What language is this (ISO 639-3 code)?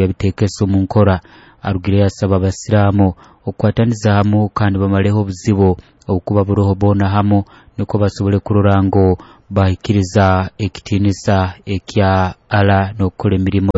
nyo